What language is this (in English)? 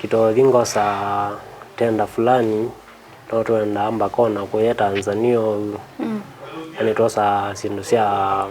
Kamba